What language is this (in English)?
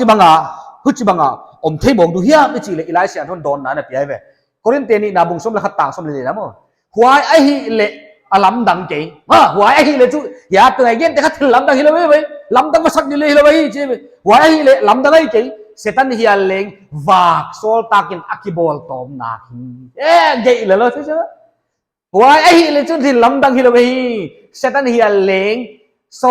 Paite Chin